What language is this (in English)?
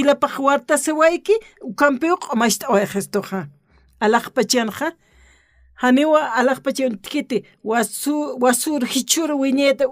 Aymara